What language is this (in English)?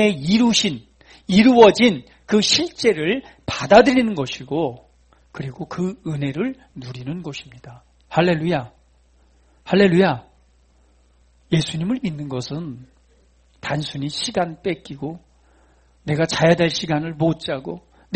Korean